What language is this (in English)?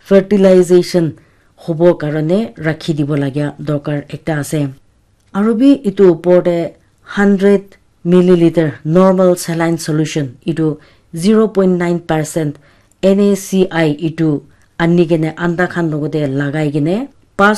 Naga Pidgin